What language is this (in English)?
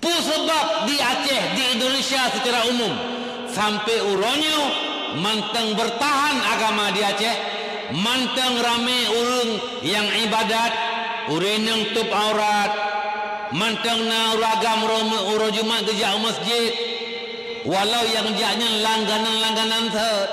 Achinese